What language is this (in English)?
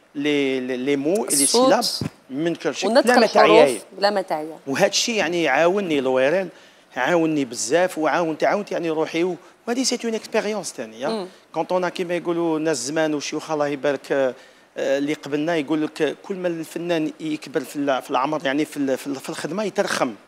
Algerian Arabic